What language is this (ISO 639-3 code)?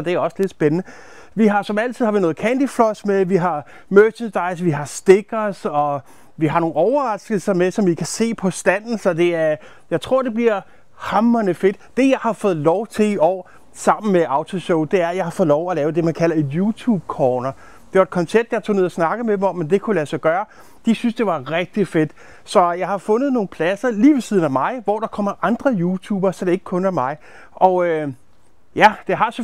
dan